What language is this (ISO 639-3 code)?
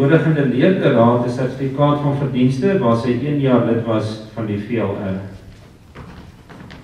afr